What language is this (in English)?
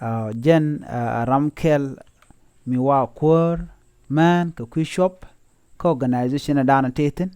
Nuer